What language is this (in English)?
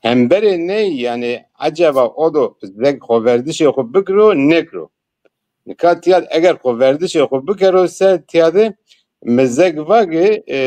Zaza